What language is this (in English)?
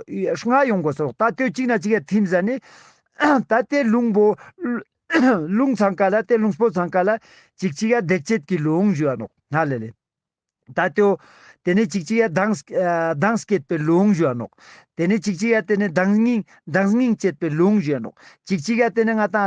Ladakhi